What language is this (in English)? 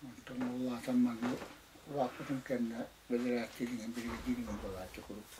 Yakut